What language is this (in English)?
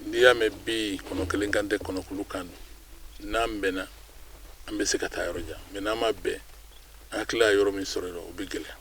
Bambara